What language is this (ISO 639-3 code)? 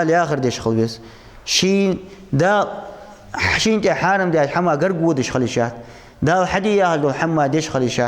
inh